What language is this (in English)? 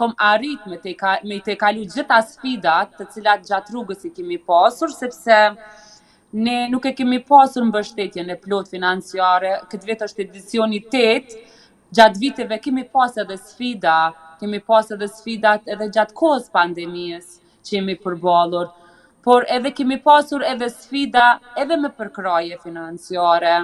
Albanian